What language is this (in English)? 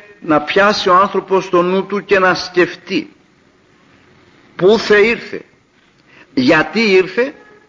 Greek